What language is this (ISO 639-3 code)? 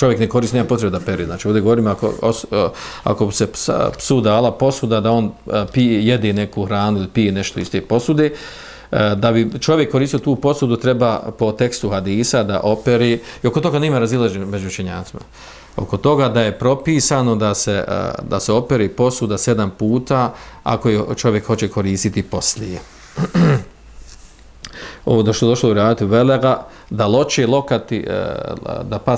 bos